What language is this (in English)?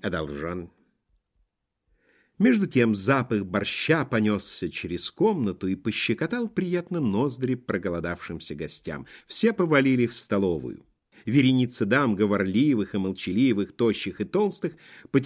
Russian